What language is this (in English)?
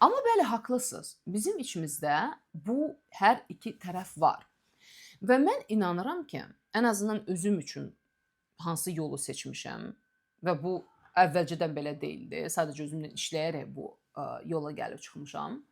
Azerbaijani